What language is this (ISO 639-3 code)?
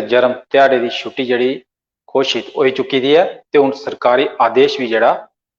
doi